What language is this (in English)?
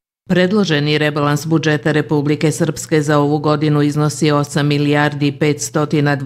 Bosnian